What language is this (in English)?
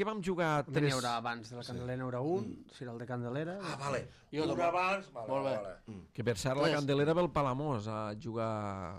Catalan